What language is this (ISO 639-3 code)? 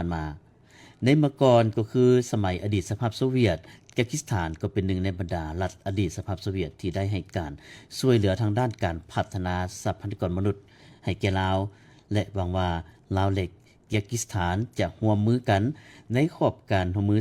lao